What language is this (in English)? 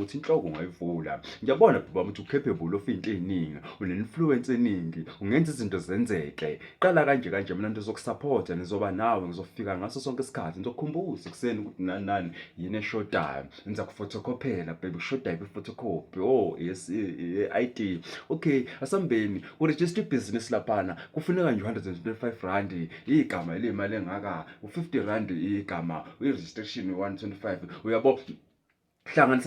Zulu